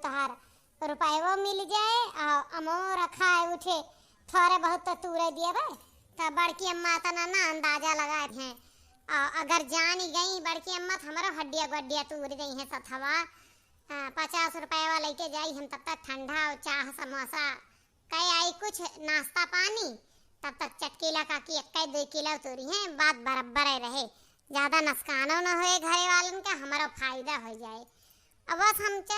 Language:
Awadhi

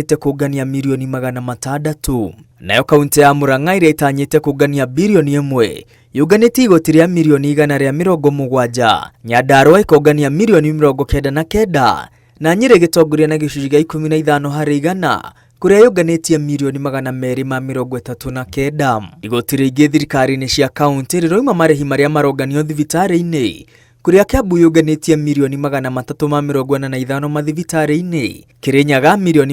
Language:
Kikuyu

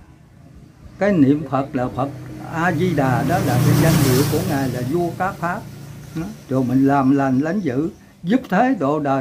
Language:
Vietnamese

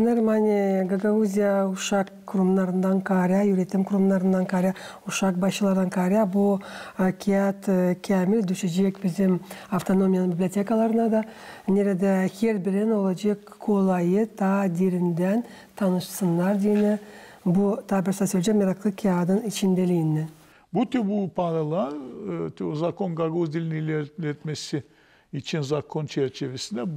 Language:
Gagauz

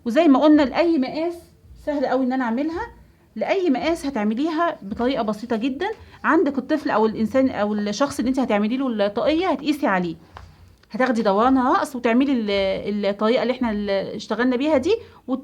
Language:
Egyptian Arabic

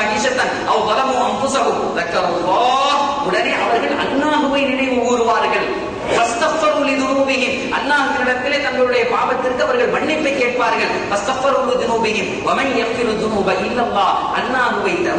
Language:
Tamil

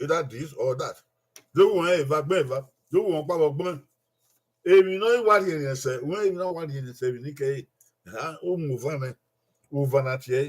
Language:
Bini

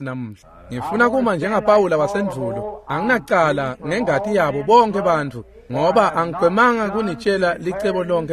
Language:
Swati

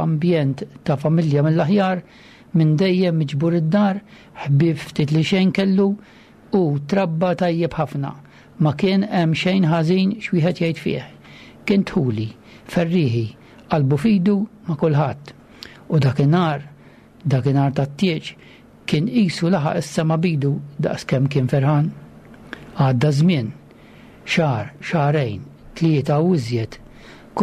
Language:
Maltese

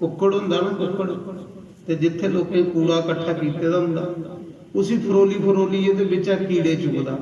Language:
Dogri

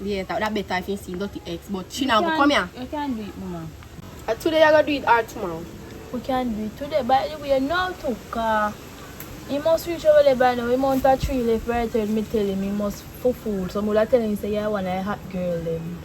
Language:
Jamaican Creole English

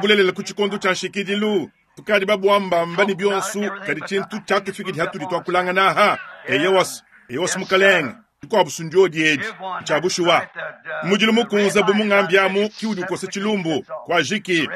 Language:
Luba-Lulua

